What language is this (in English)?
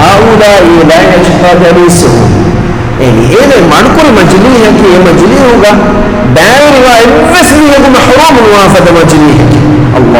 Divehi